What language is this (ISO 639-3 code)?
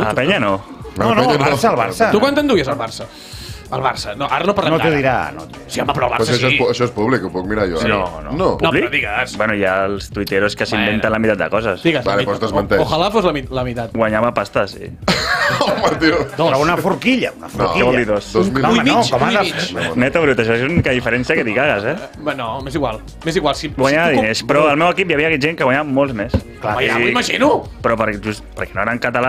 cat